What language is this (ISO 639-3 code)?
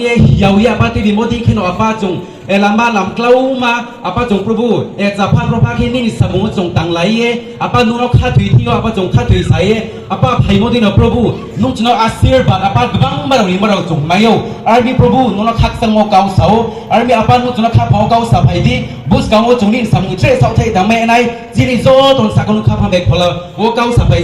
ria